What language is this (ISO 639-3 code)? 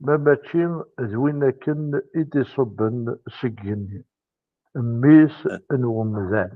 kab